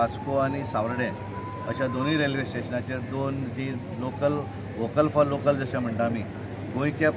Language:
Konkani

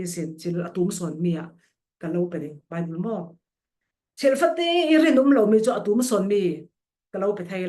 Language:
Falam Chin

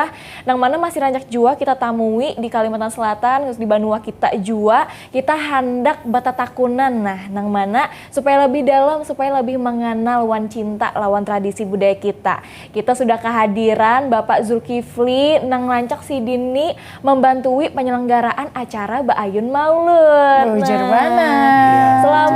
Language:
Banjar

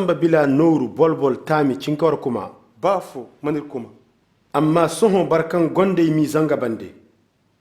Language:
Zarma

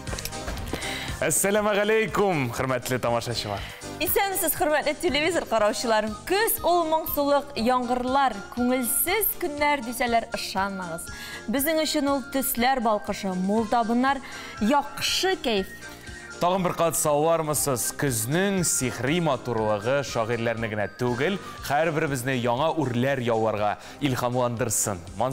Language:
Tatar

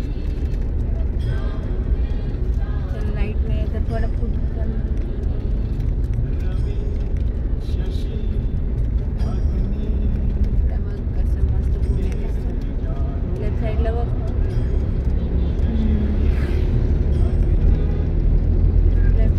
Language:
Marathi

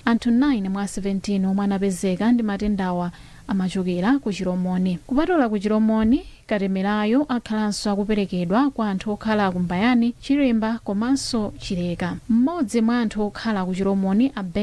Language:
Nyanja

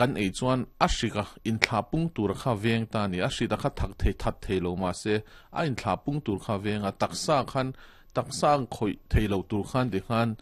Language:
Mizo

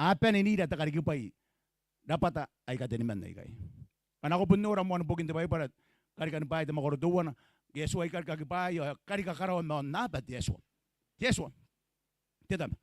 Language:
Gilbertese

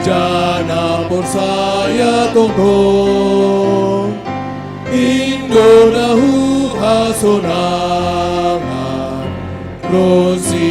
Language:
Batak Simalungun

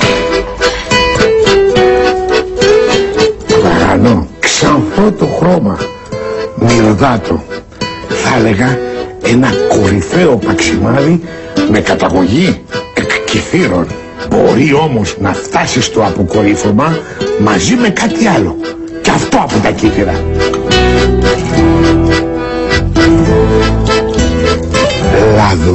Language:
Greek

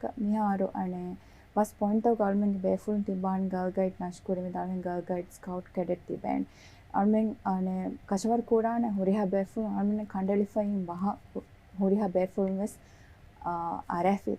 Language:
Divehi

